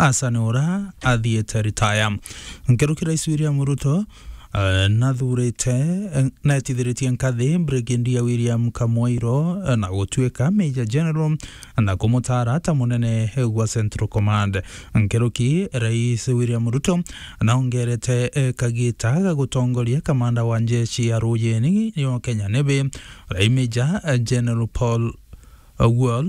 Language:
Meru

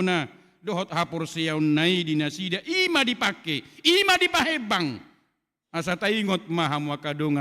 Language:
Batak Toba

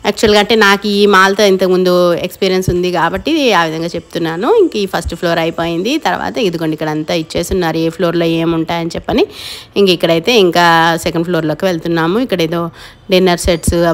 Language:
Telugu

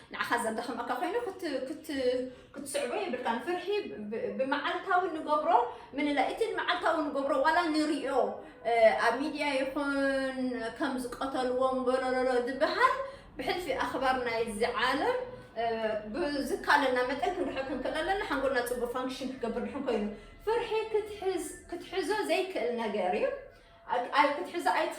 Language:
Tigrinya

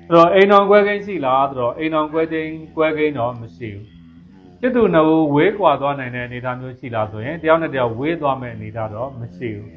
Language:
Burmese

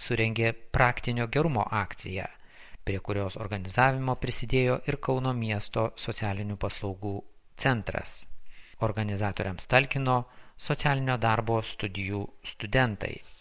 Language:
Lithuanian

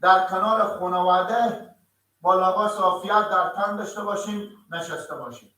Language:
Persian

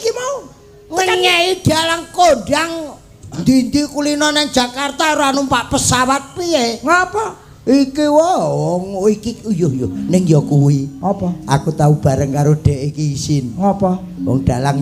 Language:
Javanese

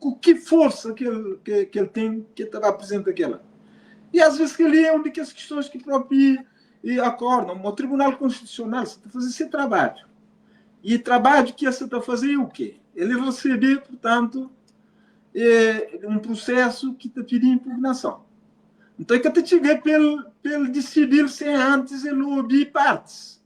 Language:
Kabuverdianu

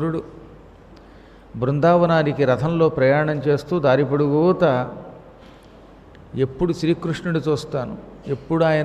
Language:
Telugu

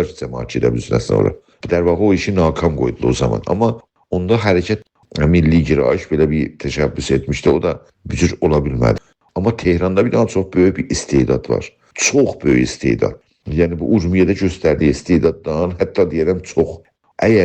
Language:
South Azerbaijani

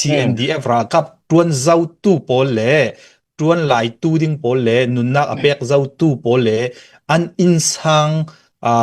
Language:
Hakha Chin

